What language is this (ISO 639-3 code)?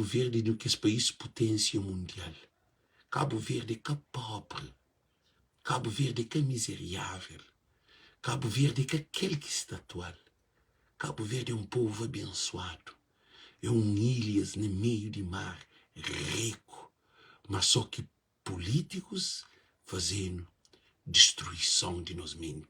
kea